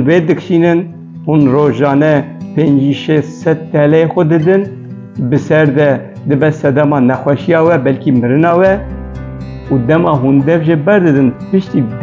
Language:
Kurdish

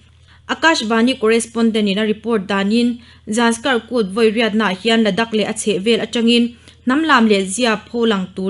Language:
Mizo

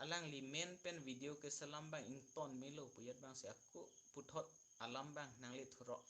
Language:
Karbi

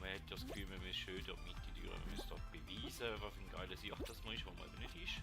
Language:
Swiss German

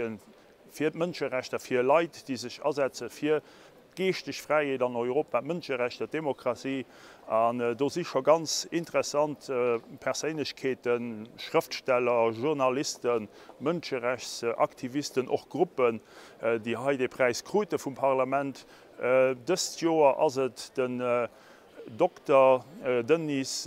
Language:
Luxembourgish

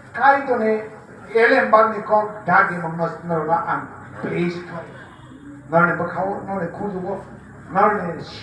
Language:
Kok Borok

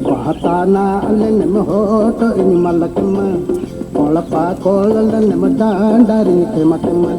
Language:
Santali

